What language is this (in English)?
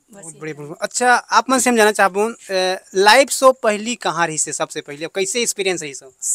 Chhattisgarhi